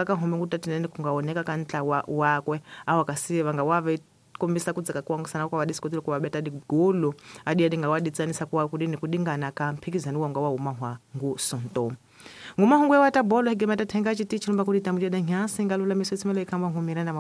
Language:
Tsonga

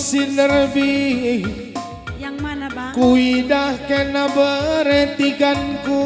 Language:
Batak Karo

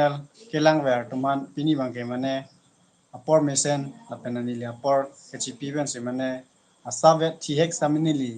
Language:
Karbi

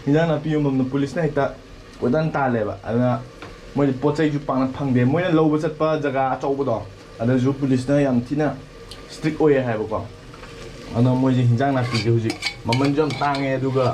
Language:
Manipuri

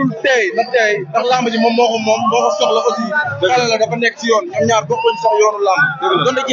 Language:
Wolof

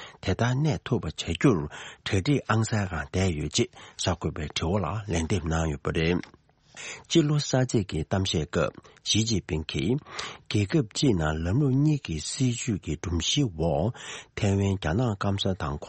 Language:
Tibetan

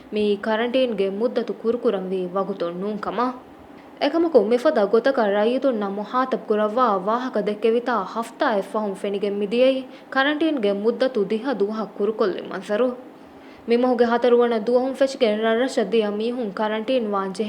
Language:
Divehi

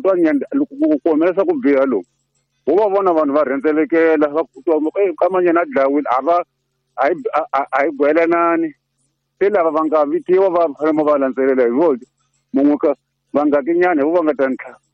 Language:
Tsonga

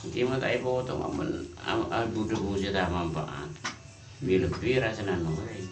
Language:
Madurese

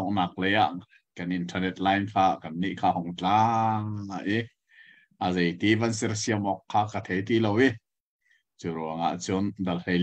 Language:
Hakha Chin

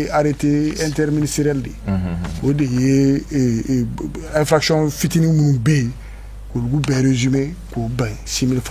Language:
Bambara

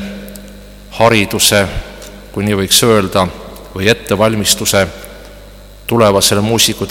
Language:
Estonian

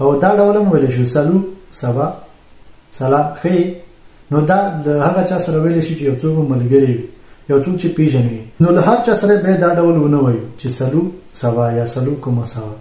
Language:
Pashto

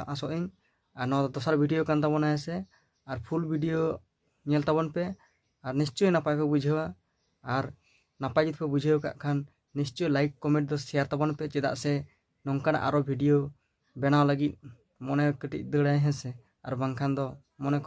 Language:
Santali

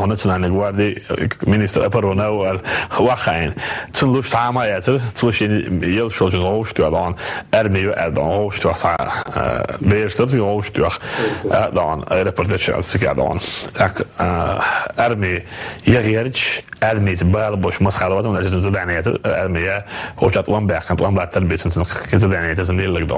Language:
Chechen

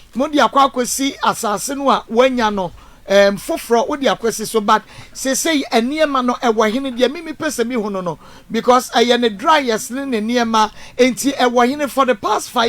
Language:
Akan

